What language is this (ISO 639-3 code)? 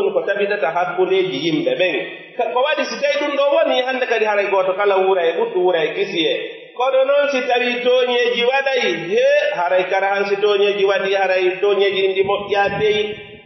fuf